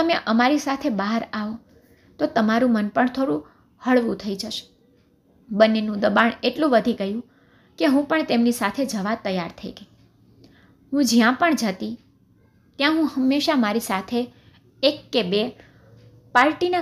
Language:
Gujarati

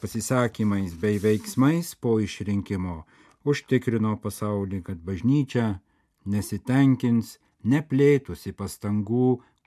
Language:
Lithuanian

